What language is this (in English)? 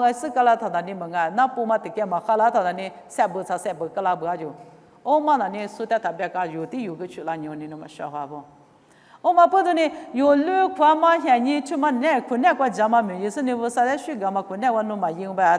Lisu